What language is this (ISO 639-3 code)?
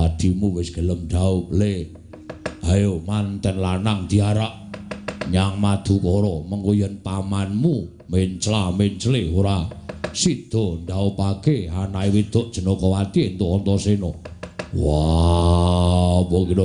jav